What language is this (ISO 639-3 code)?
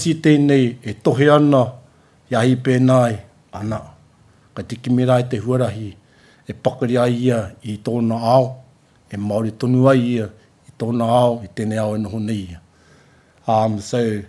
mri